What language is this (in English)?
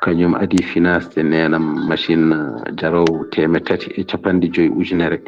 Fula